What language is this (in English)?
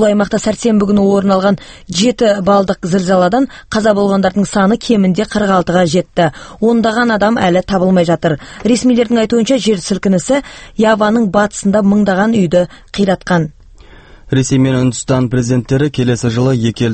Kazakh